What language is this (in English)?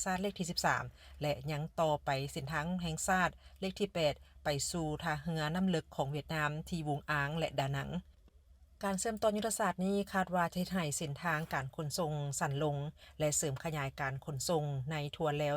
Lao